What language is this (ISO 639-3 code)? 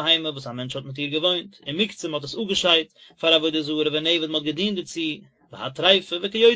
yid